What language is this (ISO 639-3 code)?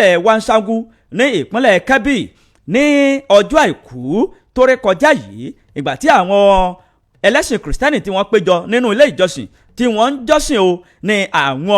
yor